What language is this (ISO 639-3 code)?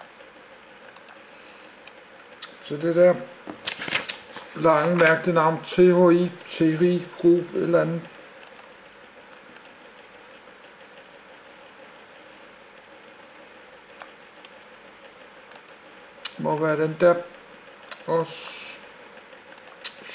dan